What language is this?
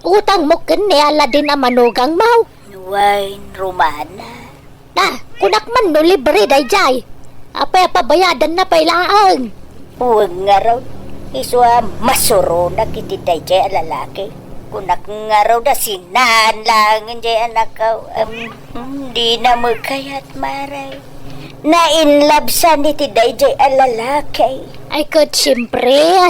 Iloko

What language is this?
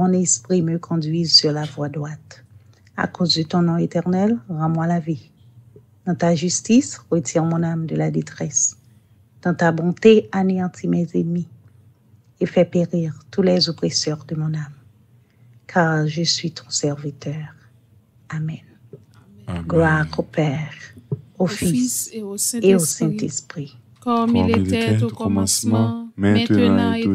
French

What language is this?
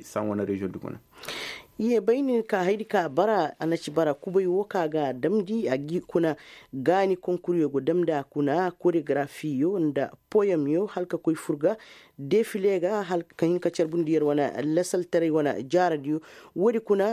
Koyraboro Senni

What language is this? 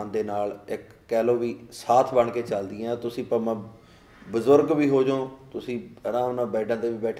Punjabi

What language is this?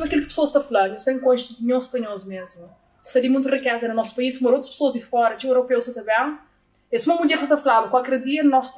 Kabuverdianu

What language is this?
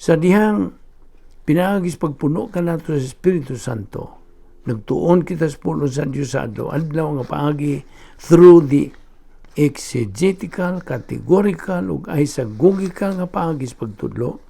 Cebuano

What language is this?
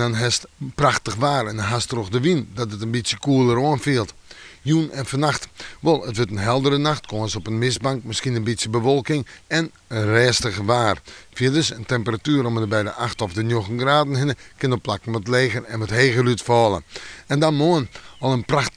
Western Frisian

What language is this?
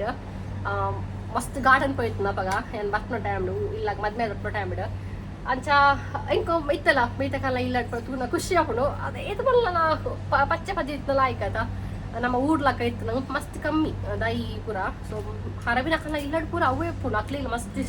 Tulu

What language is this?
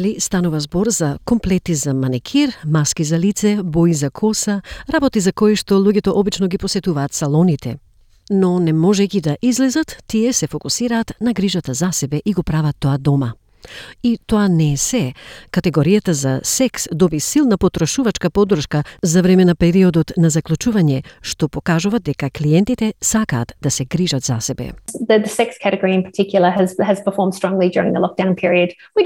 Macedonian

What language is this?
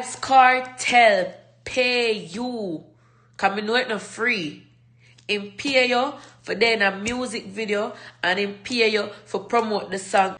Jamaican Creole English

